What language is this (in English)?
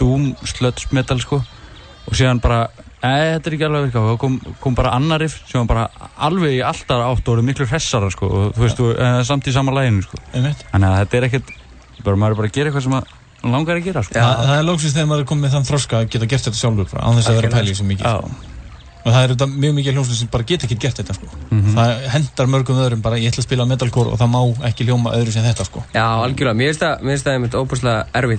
Icelandic